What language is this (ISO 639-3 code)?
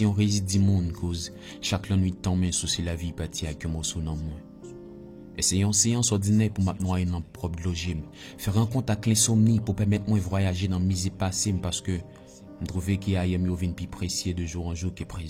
hat